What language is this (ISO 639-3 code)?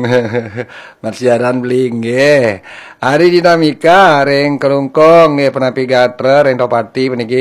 ban